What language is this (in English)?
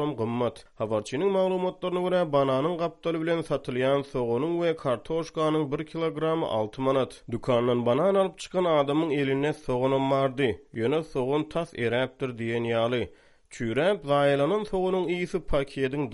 Turkmen